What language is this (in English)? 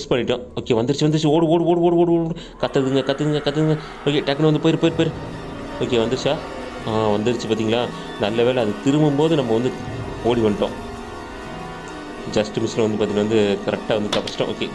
Tamil